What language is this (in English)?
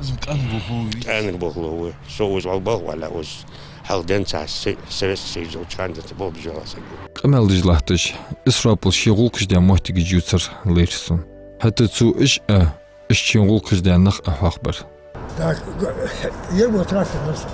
Ingush